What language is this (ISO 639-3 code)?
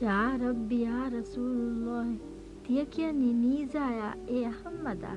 div